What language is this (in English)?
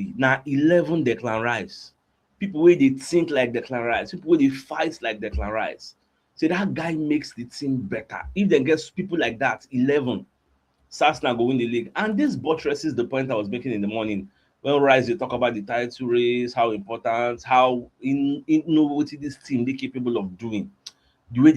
Nigerian Pidgin